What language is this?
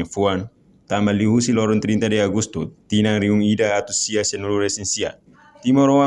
Tetum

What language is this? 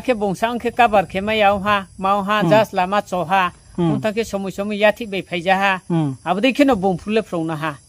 Riang (India)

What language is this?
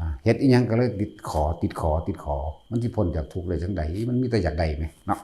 Northeastern Thai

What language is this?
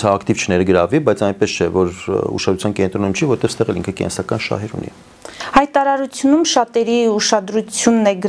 Armenian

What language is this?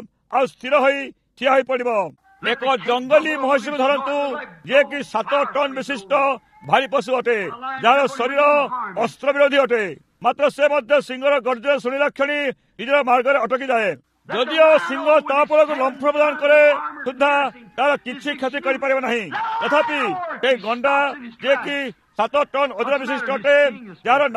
Odia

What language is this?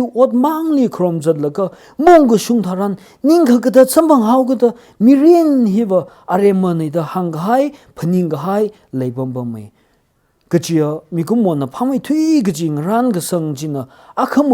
Tangkhul Naga (India)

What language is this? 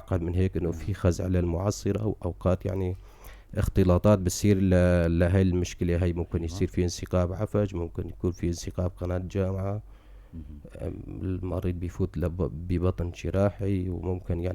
North Levantine Arabic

